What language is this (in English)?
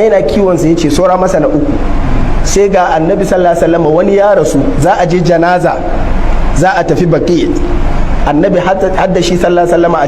Hausa